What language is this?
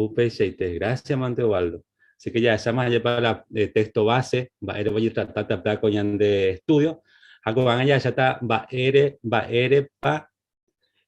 Guarani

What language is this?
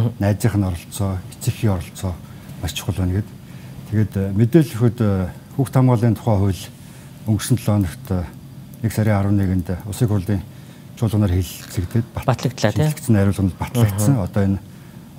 Mongolian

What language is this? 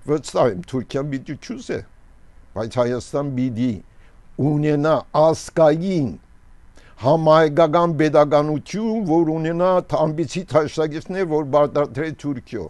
Armenian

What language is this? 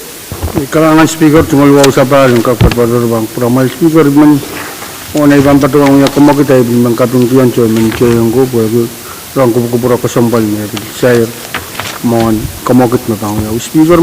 Pohnpeian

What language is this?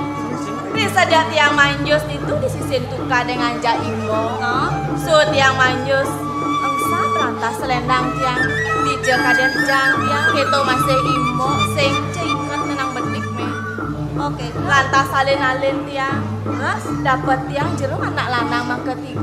Balinese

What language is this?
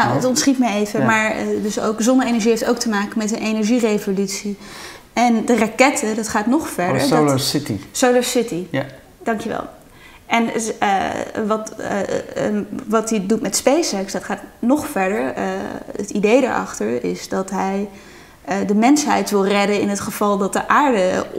Dutch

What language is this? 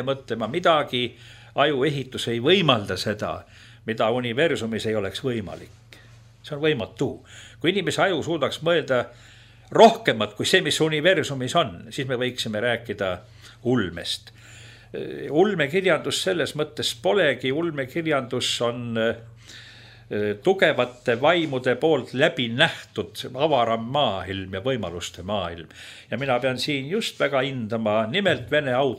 Estonian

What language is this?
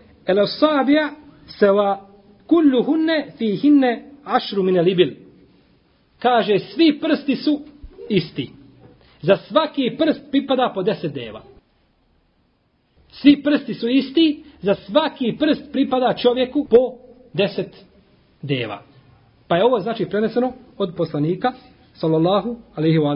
Bosnian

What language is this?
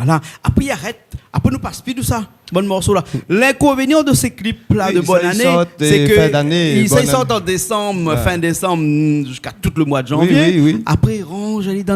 Réunion Creole French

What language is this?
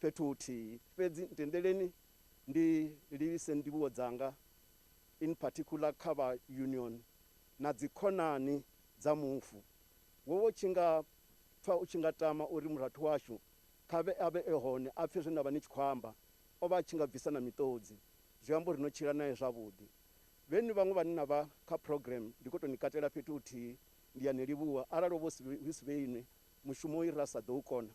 Venda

